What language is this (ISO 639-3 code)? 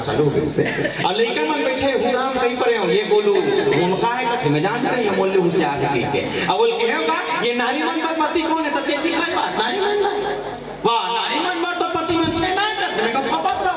hne